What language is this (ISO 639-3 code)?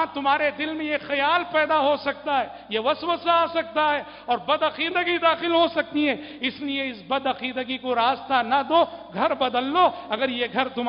urd